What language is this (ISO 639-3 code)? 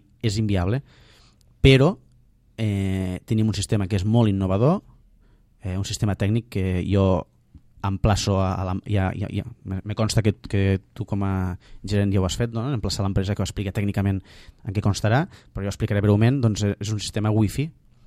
cat